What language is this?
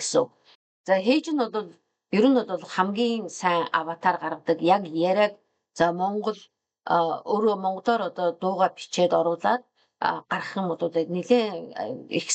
Mongolian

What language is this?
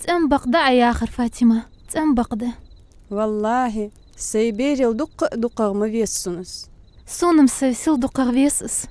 Ingush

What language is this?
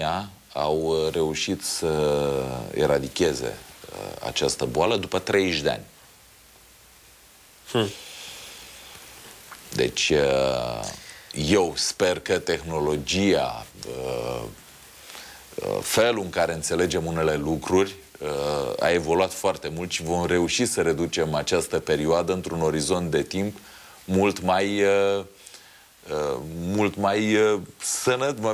Romanian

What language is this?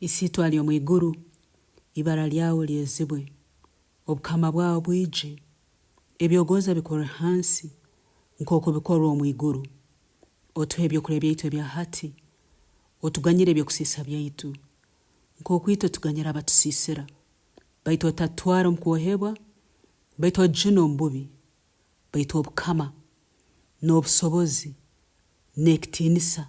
Nyoro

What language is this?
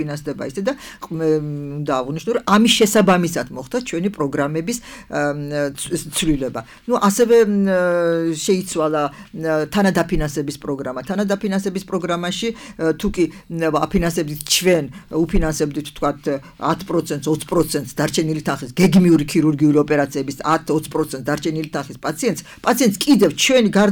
Georgian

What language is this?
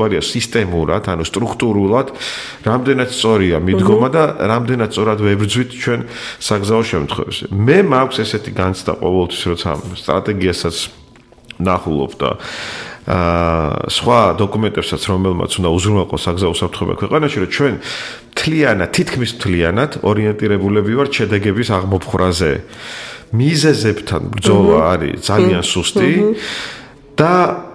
Georgian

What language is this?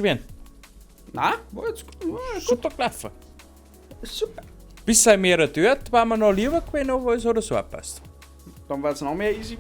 Bavarian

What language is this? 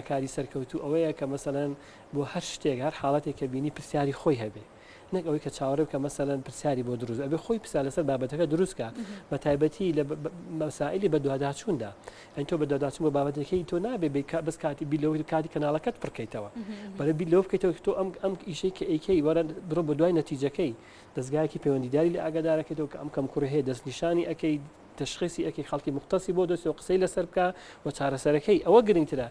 Central Kurdish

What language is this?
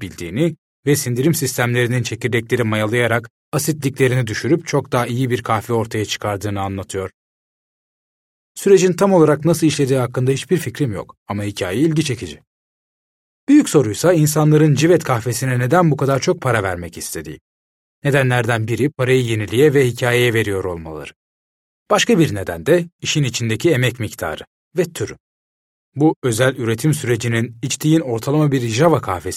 Turkish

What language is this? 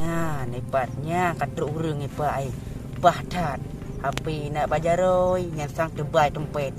Achinese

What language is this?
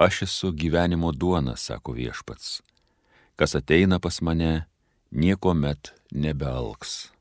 Lithuanian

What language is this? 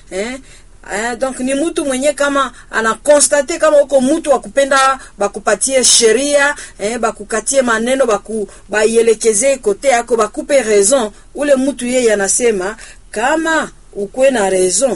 Swahili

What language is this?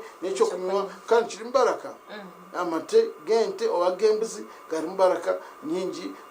Nyankole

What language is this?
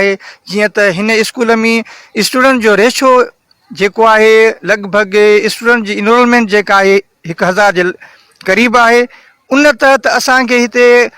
Sindhi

